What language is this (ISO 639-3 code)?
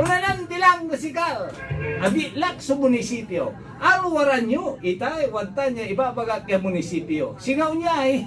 pag